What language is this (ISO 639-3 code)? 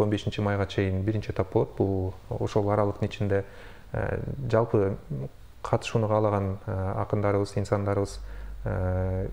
kir